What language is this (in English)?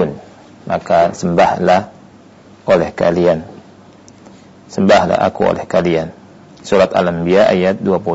Indonesian